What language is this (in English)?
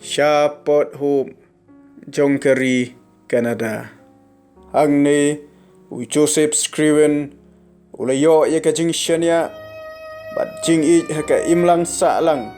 Khasi